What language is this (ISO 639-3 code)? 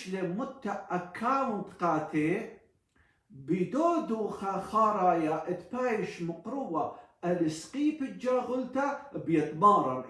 aii